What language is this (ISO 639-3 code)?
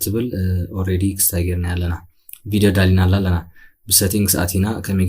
tir